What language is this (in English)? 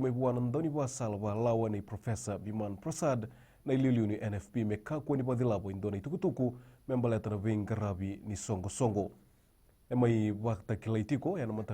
Fijian